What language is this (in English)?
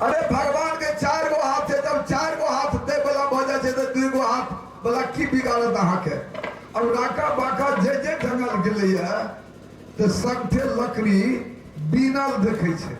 Maithili